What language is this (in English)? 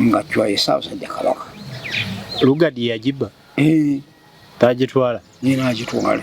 Ganda